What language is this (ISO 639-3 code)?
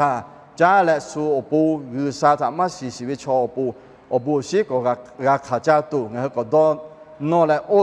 lhu